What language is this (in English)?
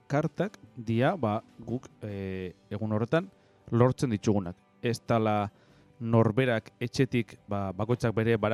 Basque